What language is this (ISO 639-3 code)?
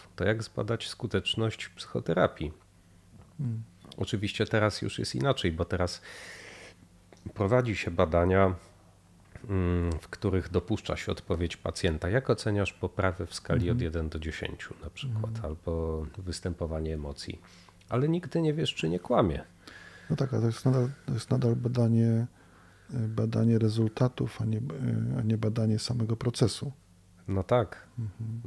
pol